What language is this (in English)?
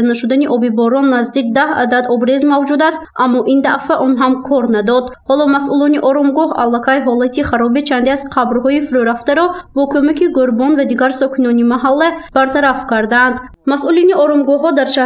Tajik